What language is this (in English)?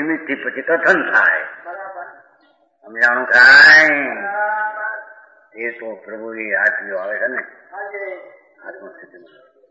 Gujarati